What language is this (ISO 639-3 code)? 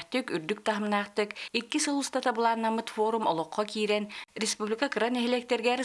sah